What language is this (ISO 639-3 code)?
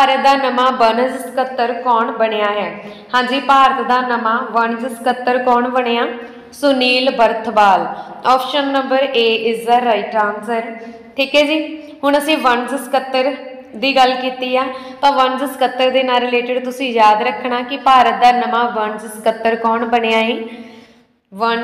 pan